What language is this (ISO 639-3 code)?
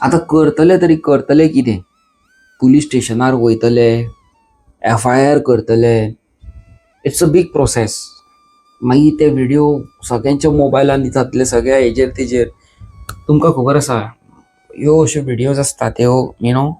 kok